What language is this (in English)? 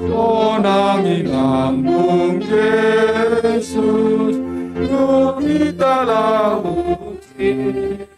Batak Simalungun